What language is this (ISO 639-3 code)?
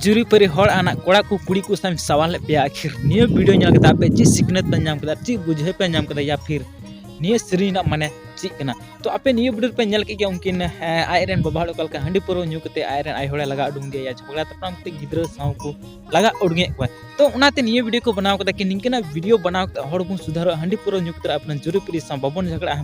sat